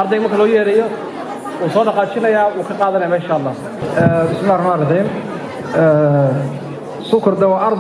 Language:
Somali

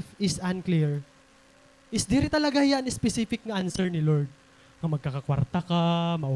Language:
Waray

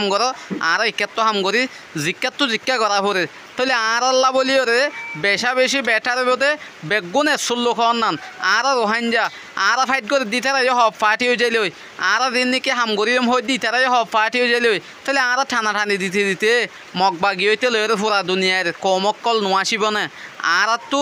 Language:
Rohingya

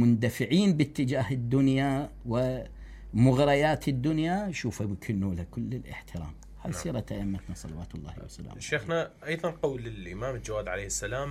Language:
Mesopotamian Arabic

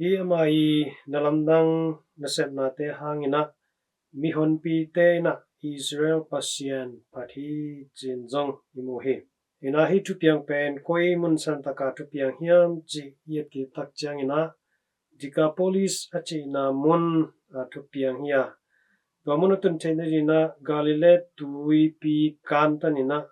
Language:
Tedim Chin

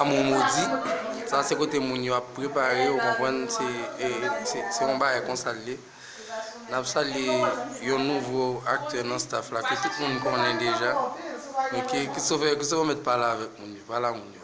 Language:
Haitian Creole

